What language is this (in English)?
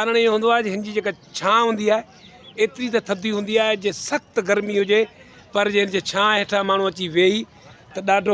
Sindhi